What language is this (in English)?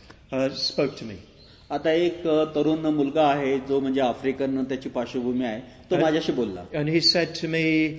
Marathi